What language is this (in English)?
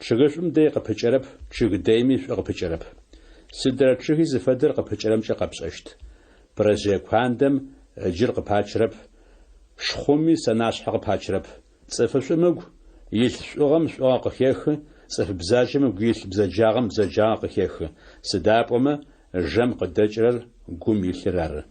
Adyghe